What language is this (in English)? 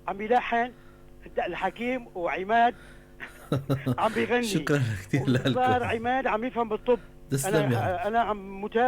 North Levantine Arabic